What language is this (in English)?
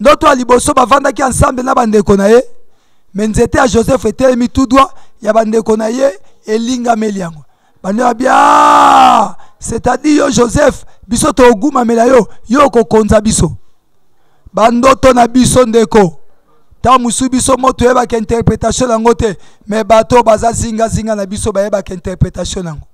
Lingala